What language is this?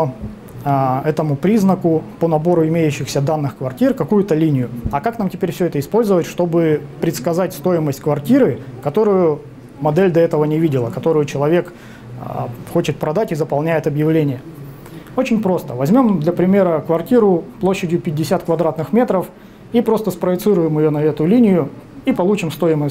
Russian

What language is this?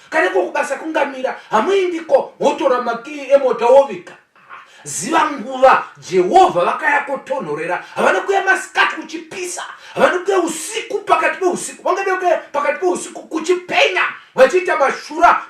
Shona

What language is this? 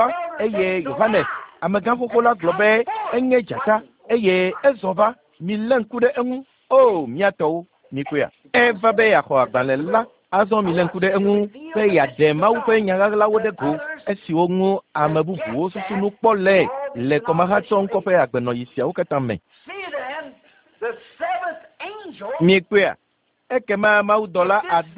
Ewe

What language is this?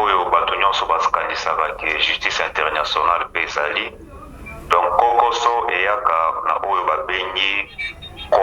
Lingala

